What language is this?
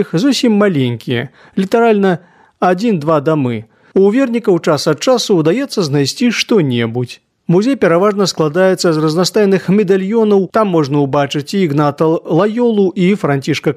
Belarusian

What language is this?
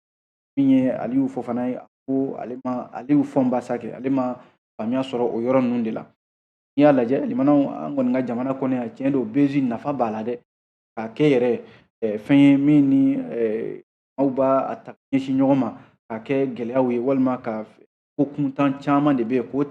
Bambara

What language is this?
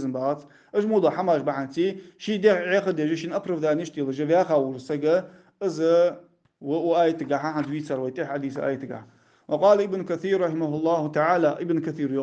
Ingush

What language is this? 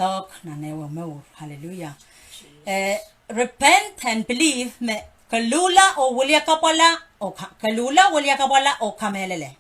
Pohnpeian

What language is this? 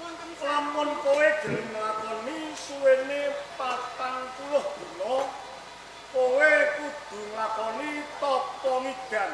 Javanese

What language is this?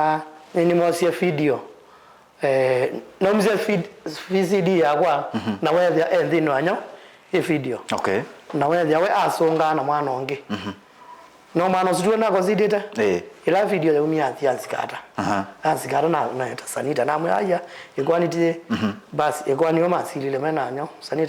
Kamba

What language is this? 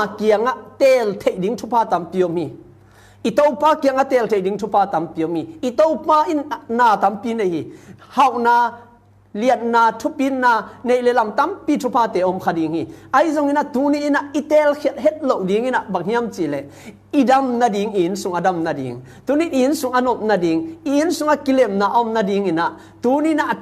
Tedim Chin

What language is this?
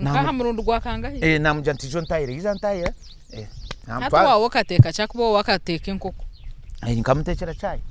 Nyankole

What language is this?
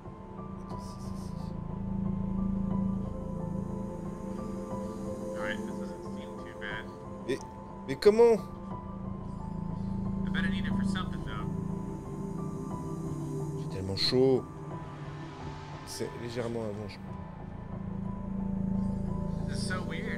French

